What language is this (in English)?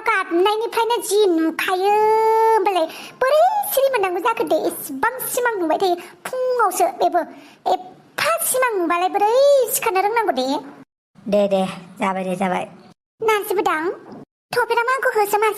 Bodo